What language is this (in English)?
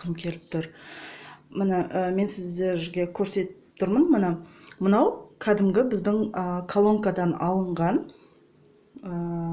Kazakh